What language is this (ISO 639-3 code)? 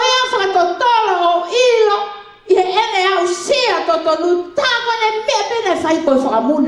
ton